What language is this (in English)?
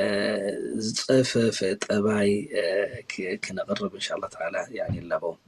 Tigrinya